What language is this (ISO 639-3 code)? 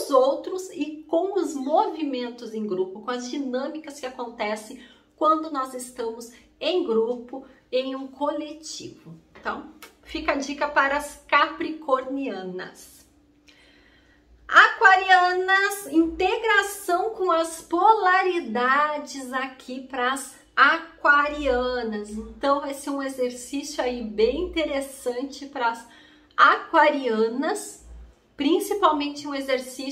por